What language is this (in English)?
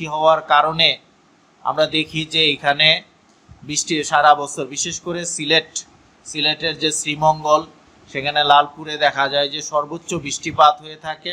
Bangla